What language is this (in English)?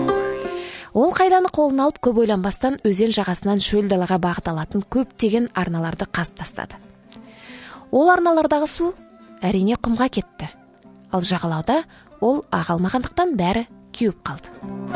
Kazakh